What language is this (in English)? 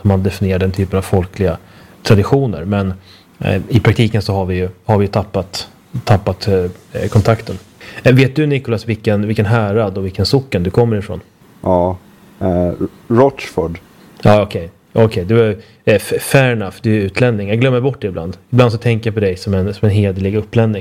Swedish